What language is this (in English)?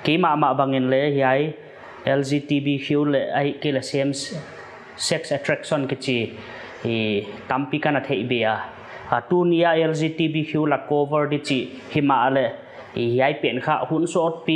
Paite Chin